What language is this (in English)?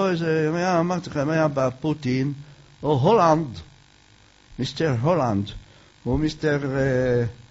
Hebrew